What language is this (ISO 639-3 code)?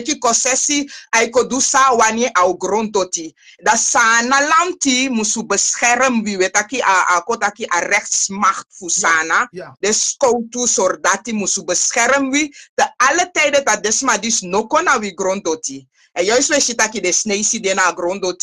srn